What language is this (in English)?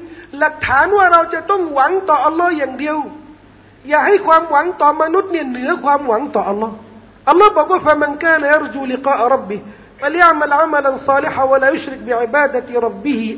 Thai